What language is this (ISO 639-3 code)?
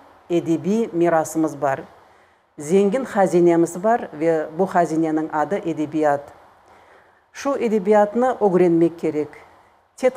crh